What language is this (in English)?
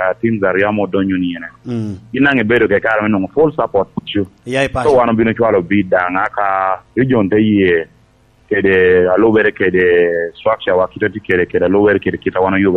Lango (Uganda)